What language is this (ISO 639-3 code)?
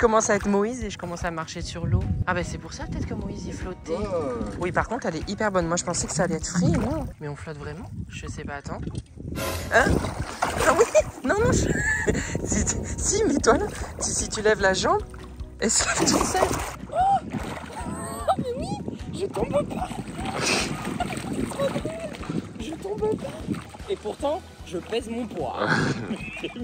fra